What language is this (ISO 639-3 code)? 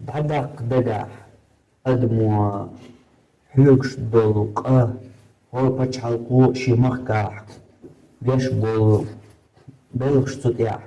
che